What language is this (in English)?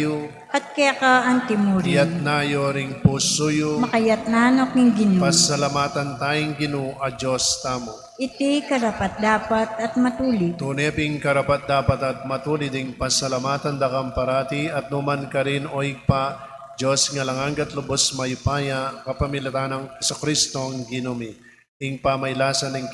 Pampanga